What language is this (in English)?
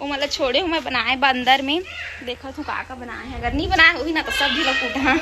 Chhattisgarhi